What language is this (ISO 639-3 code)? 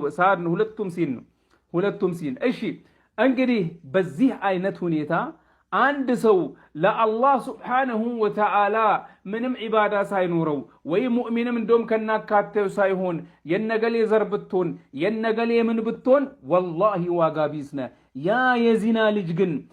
amh